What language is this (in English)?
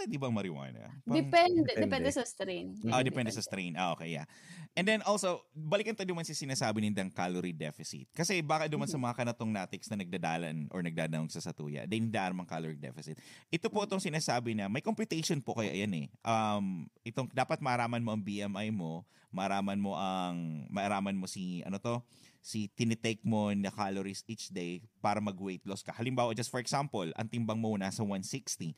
Bikol